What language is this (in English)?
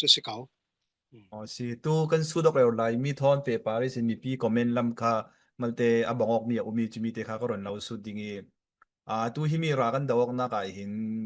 Falam Chin